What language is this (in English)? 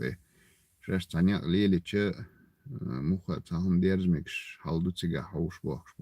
Chechen